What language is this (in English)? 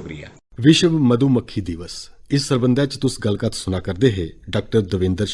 Dogri